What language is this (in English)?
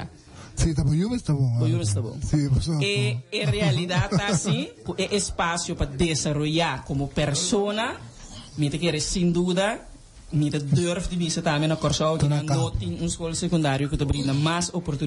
Papiamento